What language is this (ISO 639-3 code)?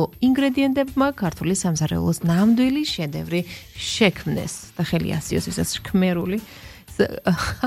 kat